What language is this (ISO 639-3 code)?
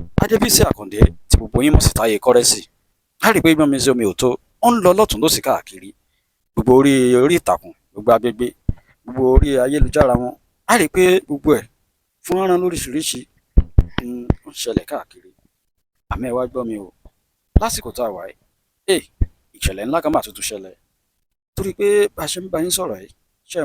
yor